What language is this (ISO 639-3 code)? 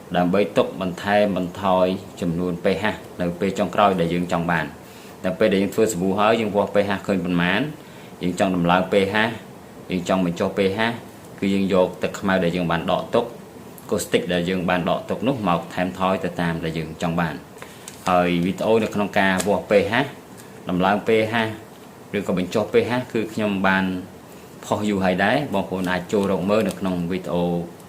khm